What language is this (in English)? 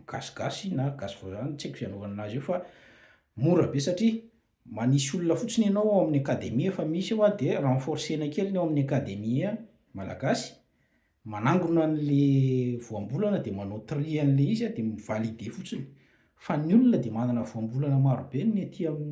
Malagasy